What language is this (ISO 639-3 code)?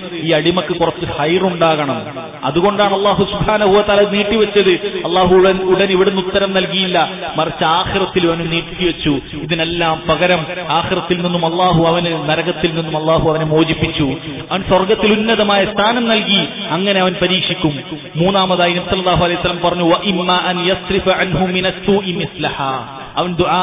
mal